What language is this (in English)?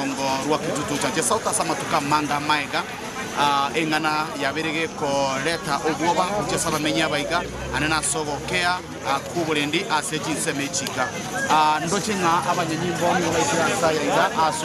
Gusii